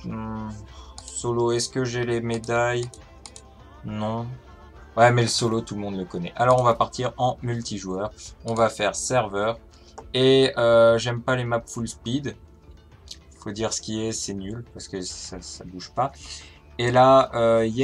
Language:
French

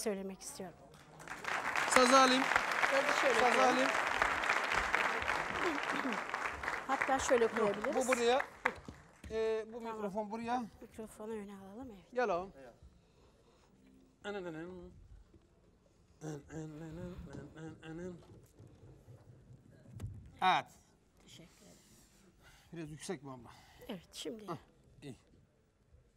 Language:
Turkish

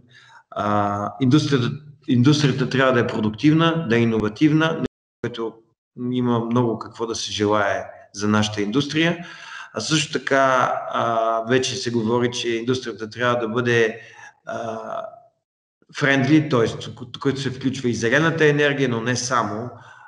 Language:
Bulgarian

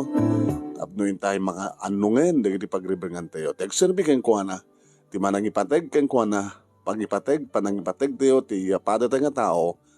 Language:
Iloko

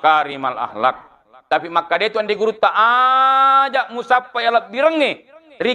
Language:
Buginese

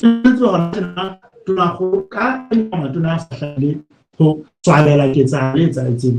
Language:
Southern Sotho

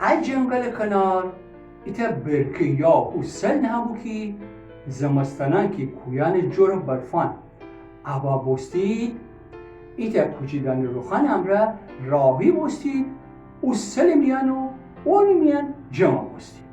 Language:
Gilaki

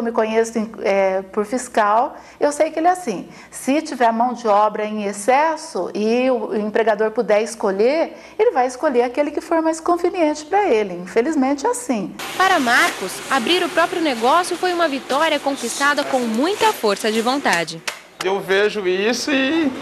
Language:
Portuguese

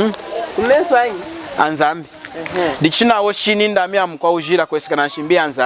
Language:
Lunda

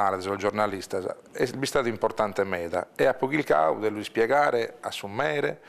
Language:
Sardinian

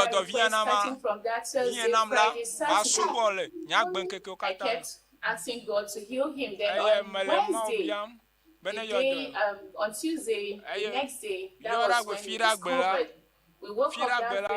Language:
Ewe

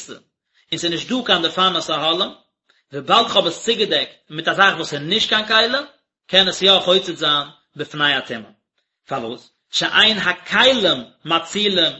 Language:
Yiddish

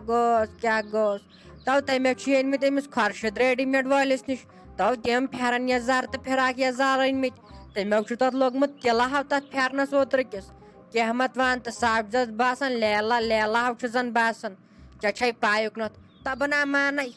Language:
Kashmiri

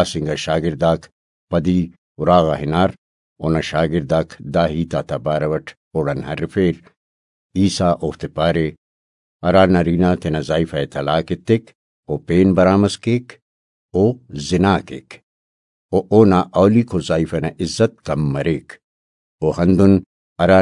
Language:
Brahui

